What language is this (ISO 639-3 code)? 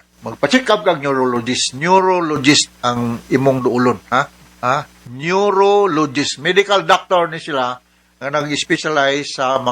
ceb